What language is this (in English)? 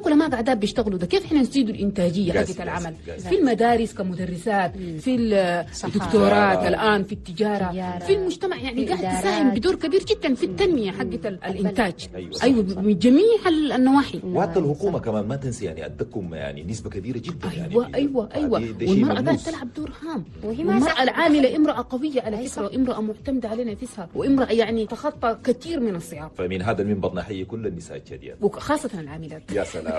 Chadian Arabic